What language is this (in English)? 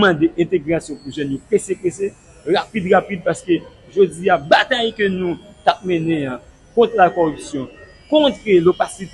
Haitian Creole